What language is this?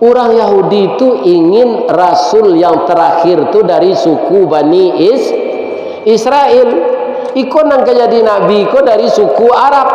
Minangkabau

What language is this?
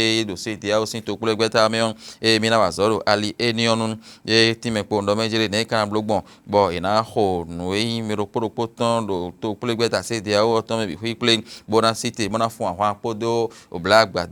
Fon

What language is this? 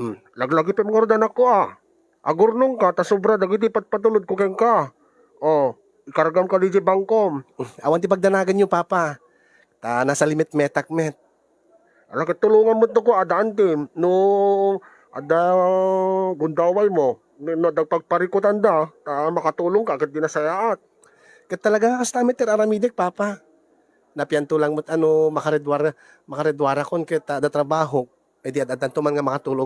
Iloko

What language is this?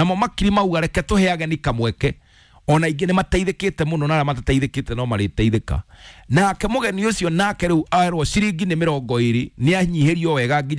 Kikuyu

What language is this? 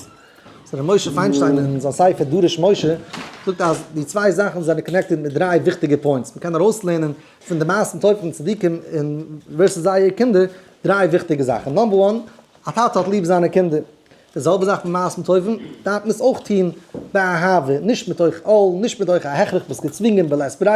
Yiddish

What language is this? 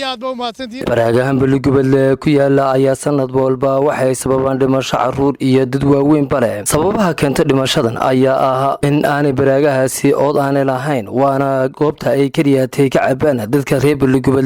Somali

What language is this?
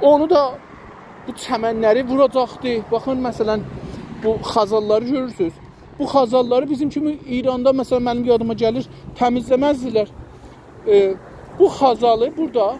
South Azerbaijani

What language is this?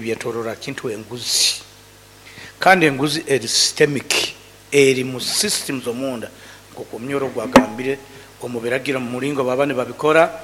Nyoro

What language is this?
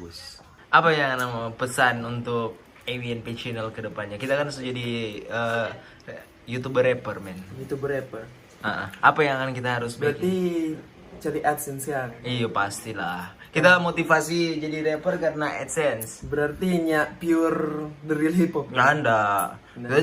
Manado Malay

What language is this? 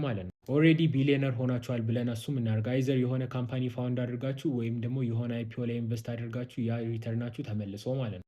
Amharic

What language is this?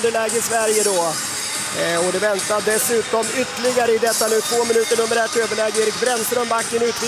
Swedish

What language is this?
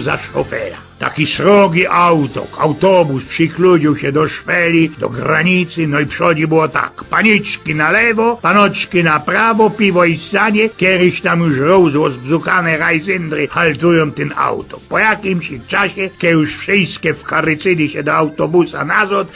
Silesian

